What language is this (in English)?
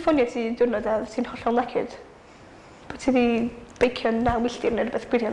Welsh